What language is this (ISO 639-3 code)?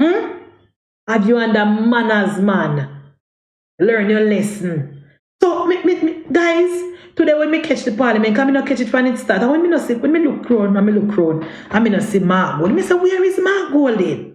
jam